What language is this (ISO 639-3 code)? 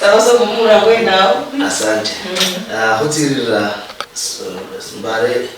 luy